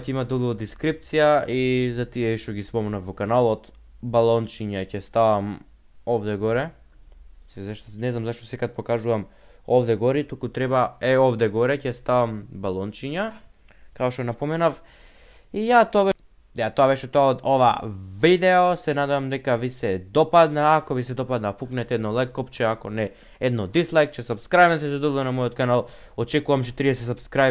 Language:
Macedonian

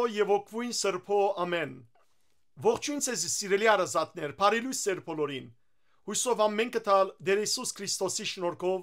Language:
Western Armenian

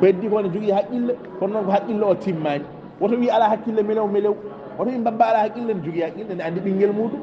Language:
Fula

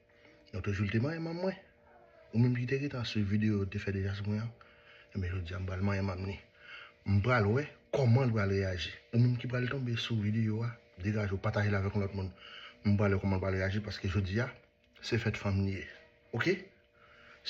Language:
Haitian Creole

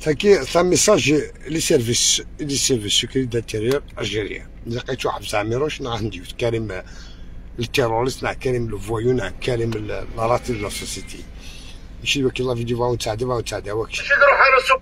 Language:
Algerian Arabic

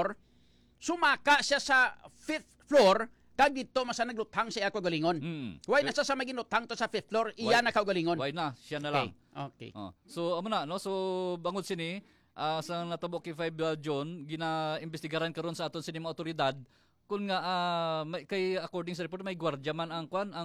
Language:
Hiligaynon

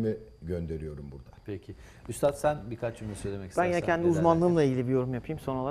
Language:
Turkish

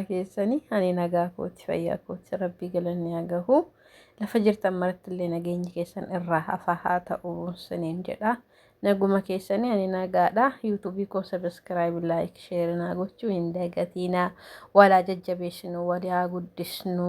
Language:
Oromo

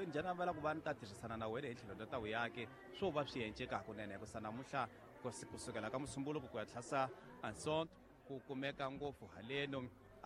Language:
Tsonga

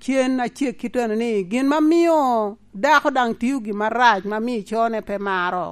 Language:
Lango (Uganda)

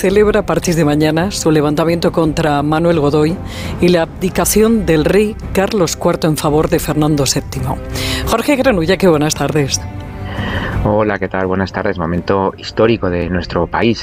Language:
Spanish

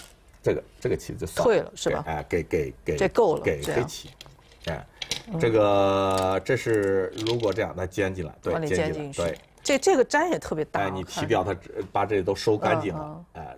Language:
Chinese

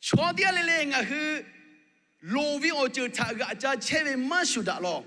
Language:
Lahu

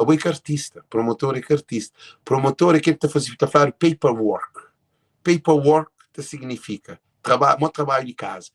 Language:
Kabuverdianu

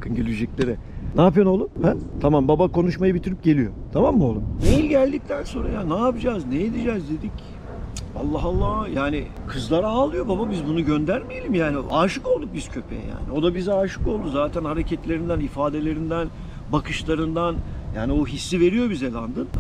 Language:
Turkish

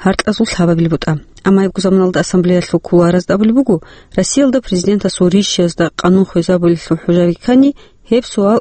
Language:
Avaric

